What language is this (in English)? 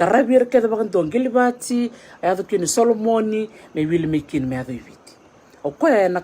Fijian